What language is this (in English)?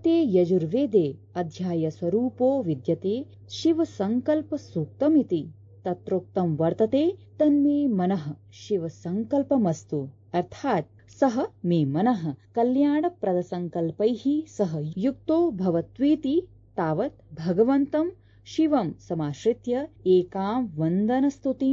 Sanskrit